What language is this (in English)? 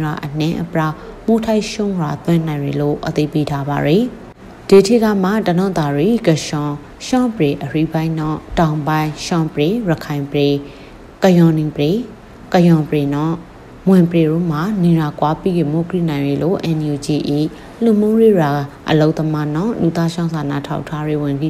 Burmese